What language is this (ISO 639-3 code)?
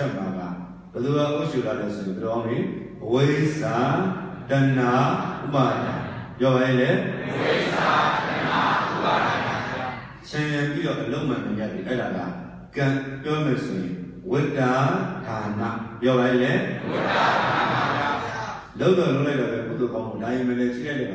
mya